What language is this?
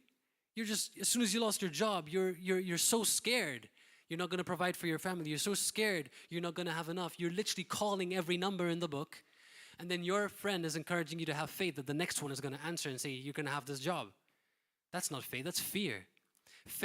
English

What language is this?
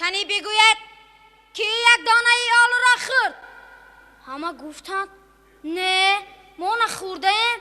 Tajik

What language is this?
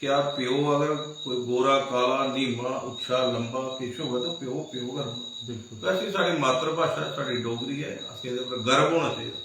Dogri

